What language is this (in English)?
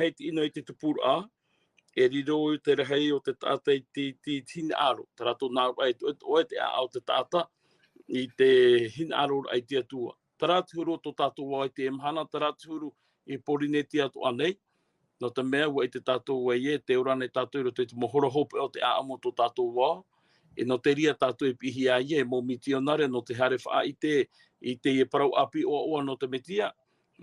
Tahitian